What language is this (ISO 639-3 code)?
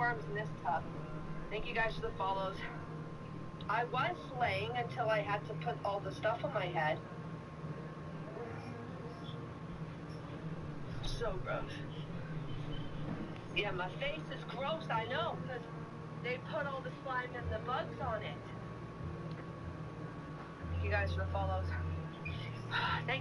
eng